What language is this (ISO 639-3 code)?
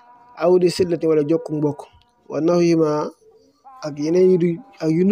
wol